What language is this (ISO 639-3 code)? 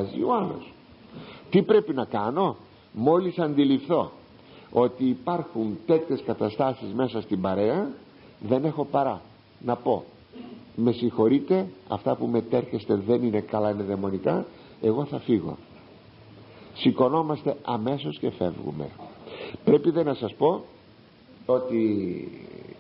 ell